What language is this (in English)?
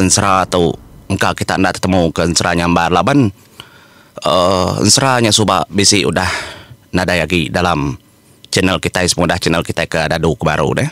Iban